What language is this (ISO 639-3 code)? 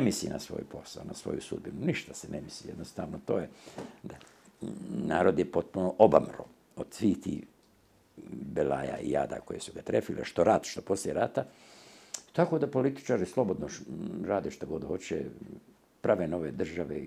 bos